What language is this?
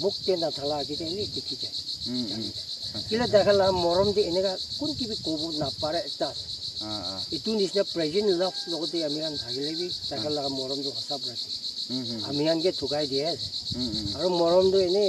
Naga Pidgin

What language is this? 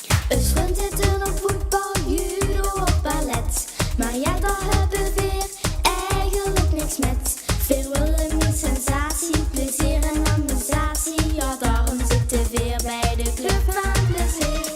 Limburgish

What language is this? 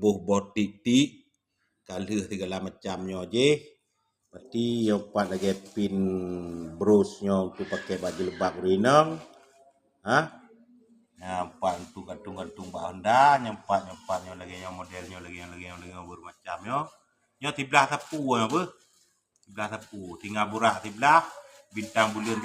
Achinese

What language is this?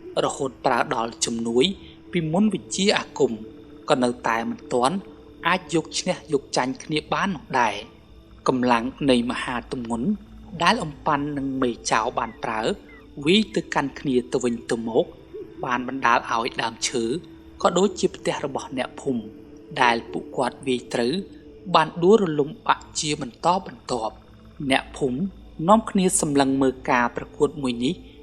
Khmer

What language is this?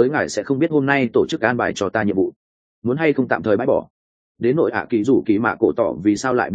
Vietnamese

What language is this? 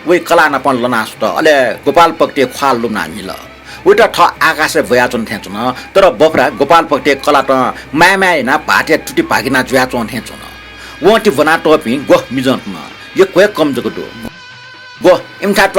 Newari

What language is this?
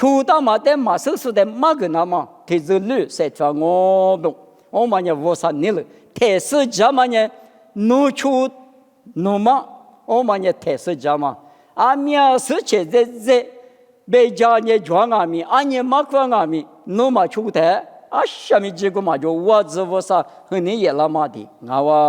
Lisu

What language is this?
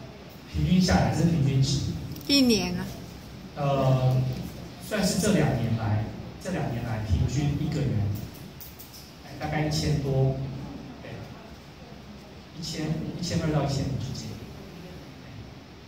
Chinese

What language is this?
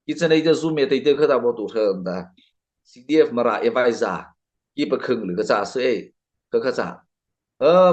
Mara Chin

